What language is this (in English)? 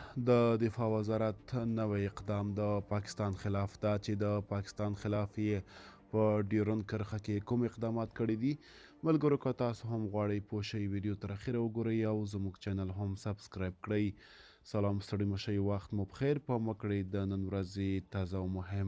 Pashto